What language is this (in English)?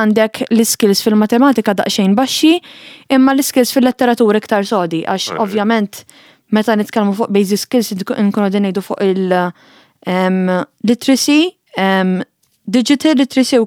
Maltese